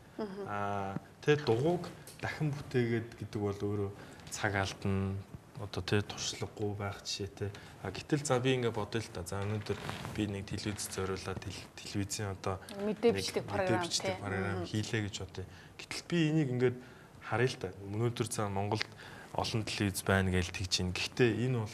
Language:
Mongolian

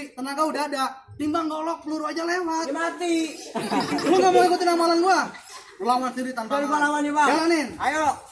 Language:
Betawi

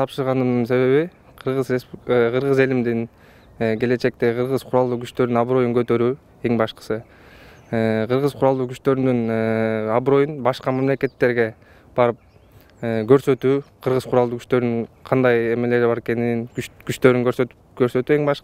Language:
Kyrgyz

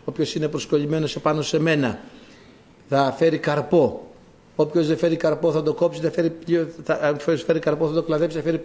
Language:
Greek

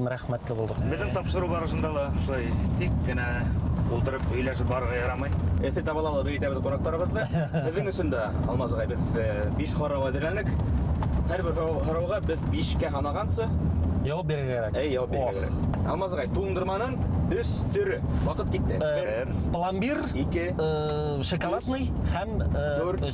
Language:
Bashkir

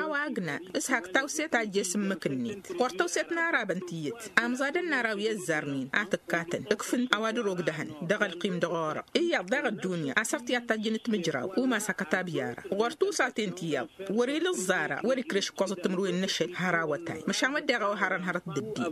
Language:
Tamasheq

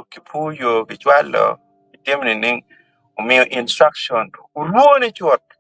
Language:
Acoli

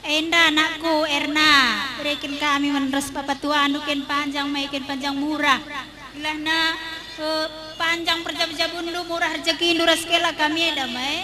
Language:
Batak Karo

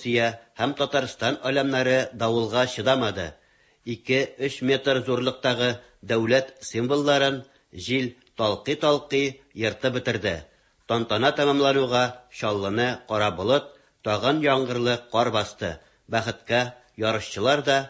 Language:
Tatar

